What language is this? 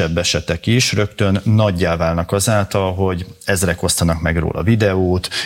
Hungarian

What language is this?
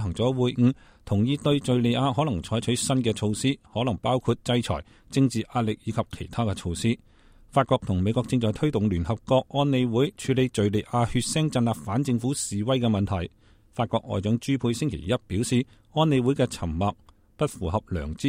Cantonese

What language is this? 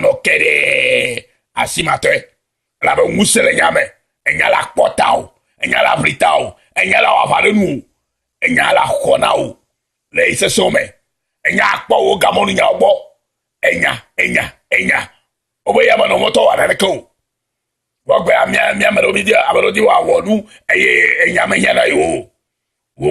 Ewe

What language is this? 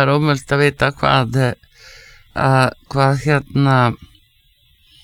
Icelandic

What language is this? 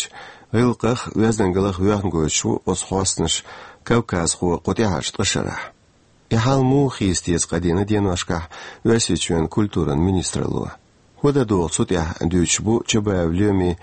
Chechen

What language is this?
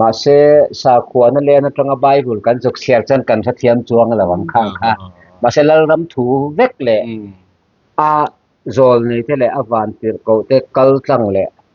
Mizo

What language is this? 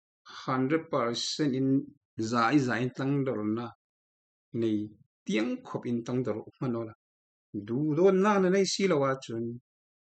Falam Chin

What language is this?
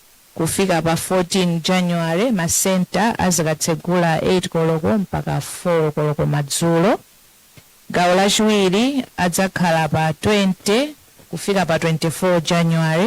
Nyanja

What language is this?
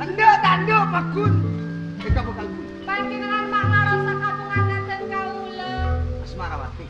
Madurese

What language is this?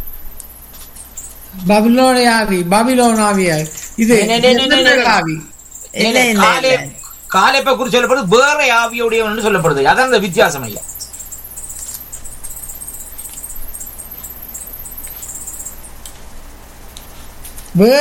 Tamil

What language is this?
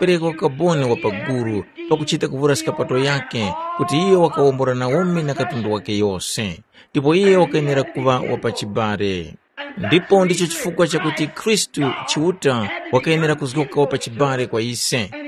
Tumbuka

